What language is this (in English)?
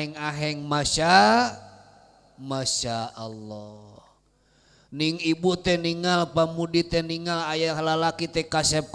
Sundanese